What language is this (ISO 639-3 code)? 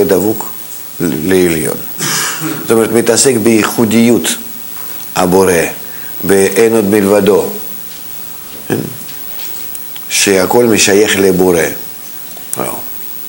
heb